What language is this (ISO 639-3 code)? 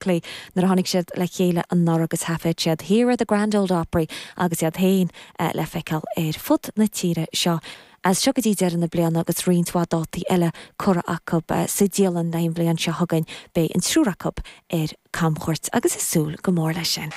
gle